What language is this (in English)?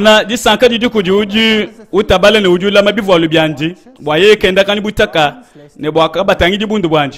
Luba-Lulua